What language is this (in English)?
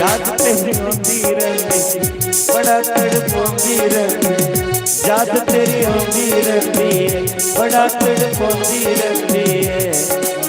Dogri